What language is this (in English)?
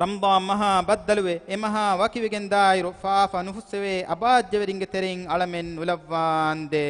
Divehi